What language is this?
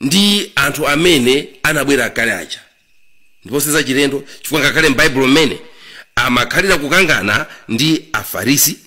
Nyanja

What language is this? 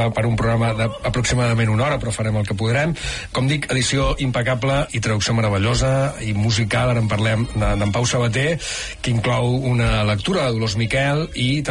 Catalan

